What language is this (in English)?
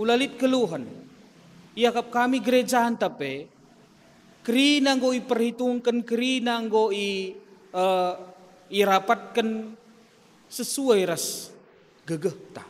Batak Karo